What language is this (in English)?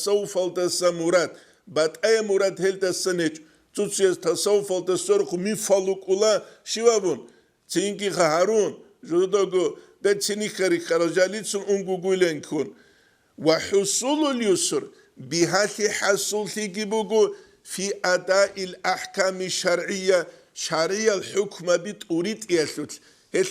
Avaric